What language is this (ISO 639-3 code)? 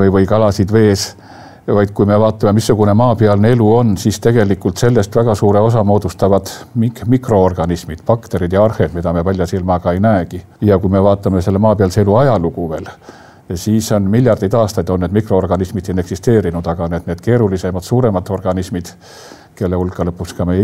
est